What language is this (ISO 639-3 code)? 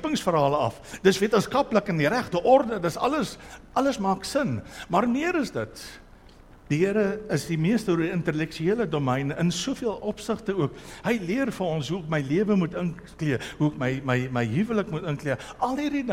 afr